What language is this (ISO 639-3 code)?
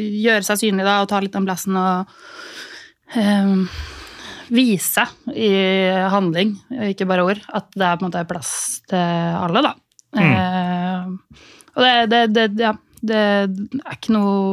nor